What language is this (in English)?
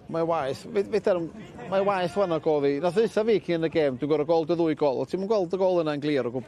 Welsh